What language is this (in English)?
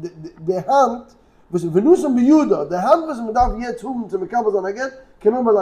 Yiddish